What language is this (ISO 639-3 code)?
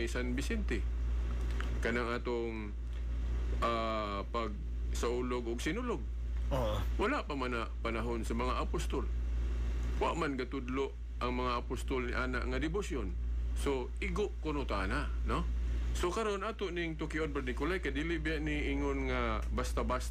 ceb